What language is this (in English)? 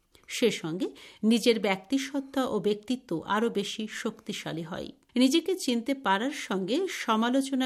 Bangla